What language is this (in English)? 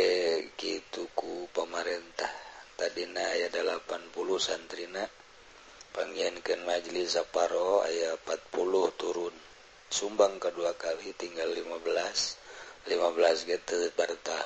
Sundanese